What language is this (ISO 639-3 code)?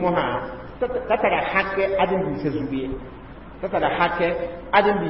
mos